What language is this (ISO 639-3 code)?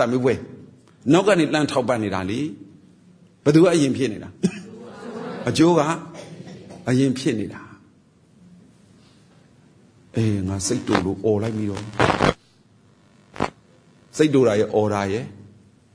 mya